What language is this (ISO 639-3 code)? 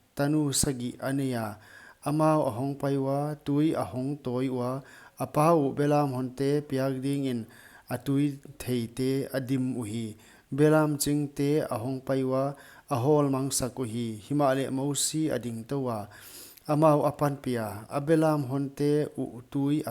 pck